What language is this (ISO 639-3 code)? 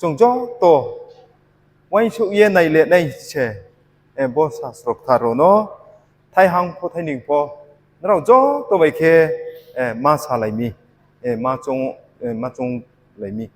ria